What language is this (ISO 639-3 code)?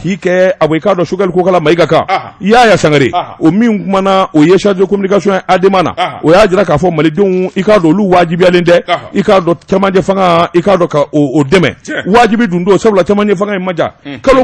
bam